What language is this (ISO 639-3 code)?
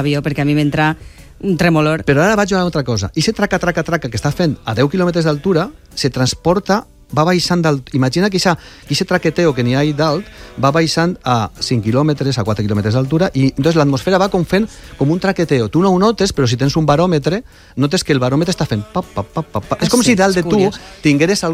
cat